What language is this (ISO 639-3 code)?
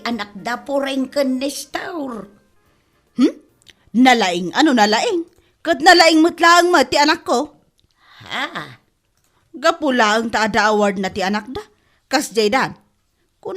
ilo